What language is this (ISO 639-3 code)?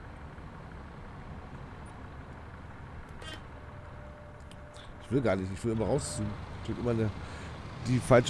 deu